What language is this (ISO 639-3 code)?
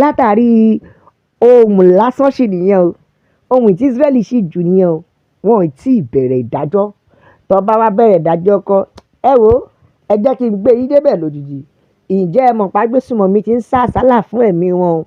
yor